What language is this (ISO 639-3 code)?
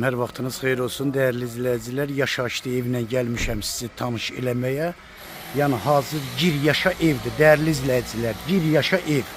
aze